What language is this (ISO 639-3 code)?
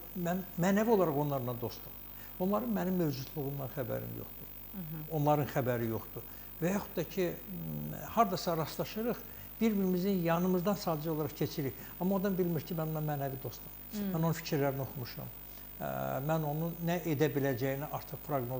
aze